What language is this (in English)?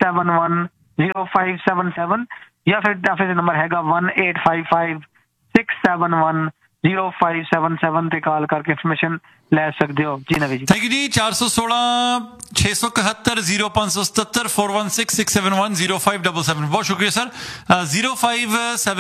Punjabi